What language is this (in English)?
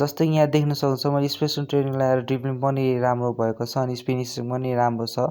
Nepali